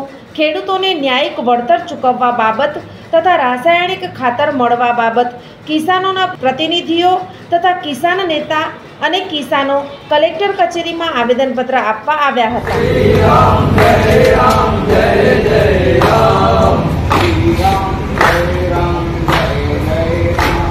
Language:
Gujarati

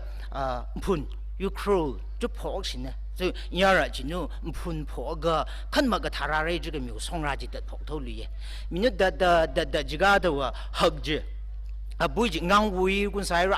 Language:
Tangkhul Naga (India)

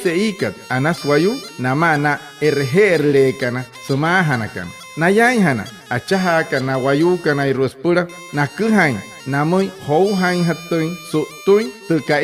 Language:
Wayuu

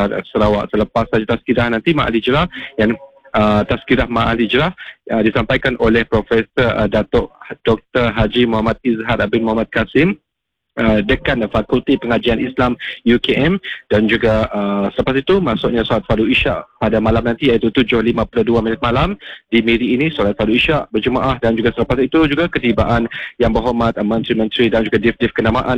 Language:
Malay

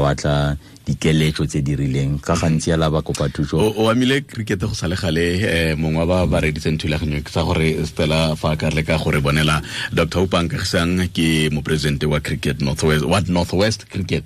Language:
Tswana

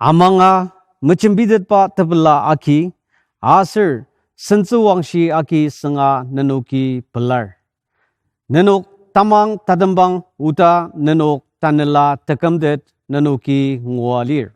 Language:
Ao Naga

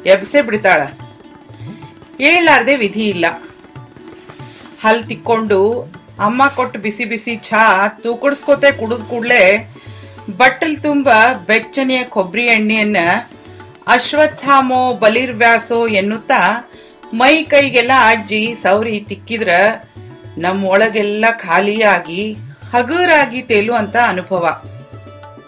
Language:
Kannada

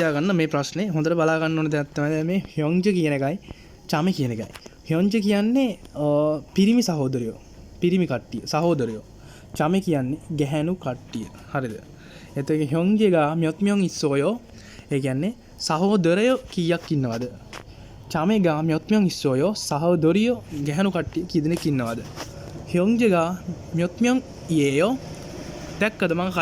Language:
Sinhala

